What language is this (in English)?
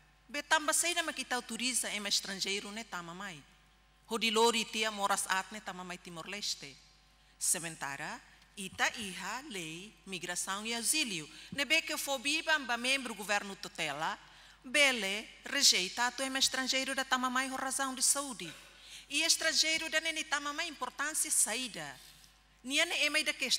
Tetum